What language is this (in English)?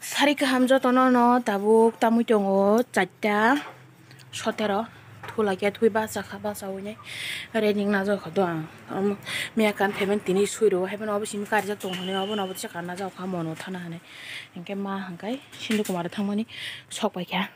Kok Borok